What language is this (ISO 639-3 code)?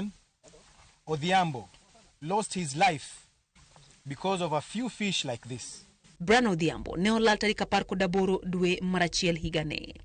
luo